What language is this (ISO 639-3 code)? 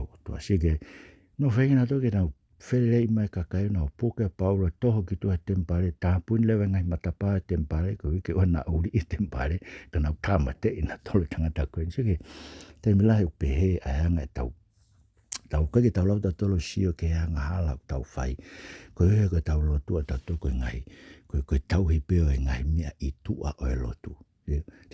ton